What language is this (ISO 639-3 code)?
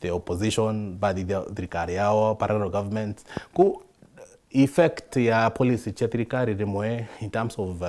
mer